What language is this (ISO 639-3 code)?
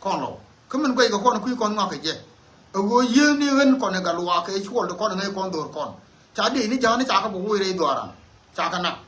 nus